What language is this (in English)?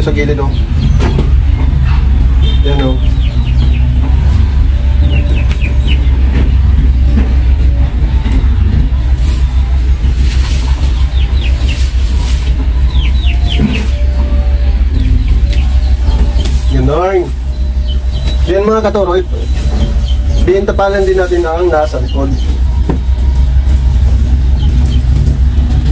Filipino